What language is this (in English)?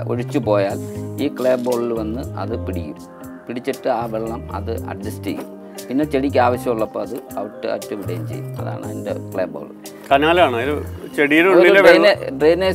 Malayalam